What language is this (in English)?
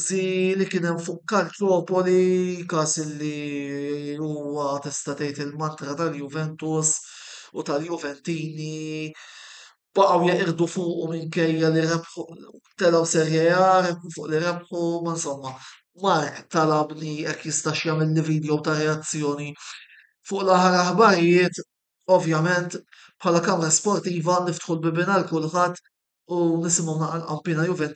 Maltese